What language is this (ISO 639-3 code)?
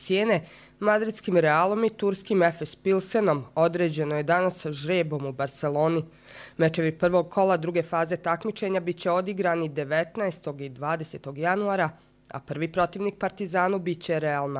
hrv